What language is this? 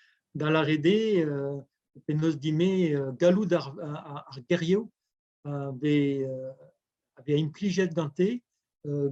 Breton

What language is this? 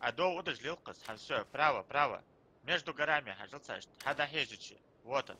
Ingush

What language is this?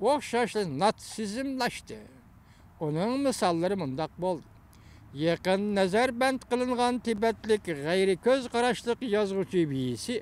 Uyghur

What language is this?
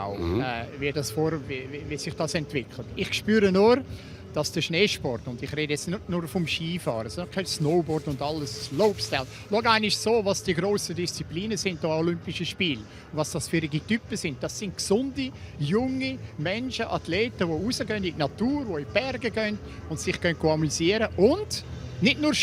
Swiss German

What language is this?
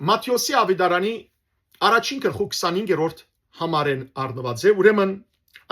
Western Armenian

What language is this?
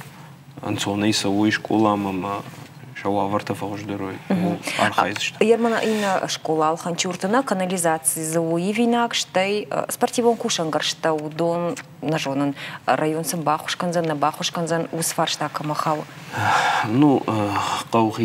Ossetic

